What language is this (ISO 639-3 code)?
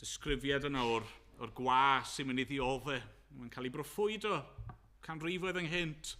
cym